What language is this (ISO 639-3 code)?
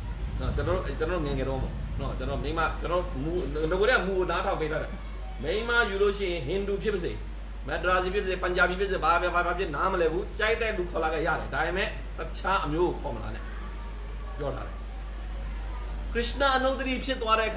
mya